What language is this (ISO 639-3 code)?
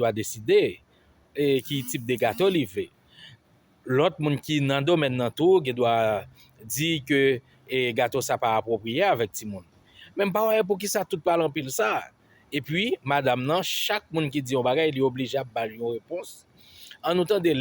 hat